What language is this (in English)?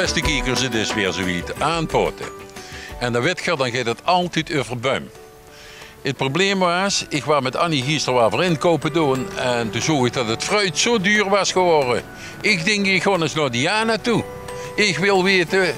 Limburgish